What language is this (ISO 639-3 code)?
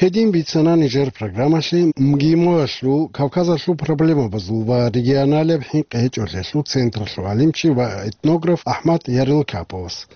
ava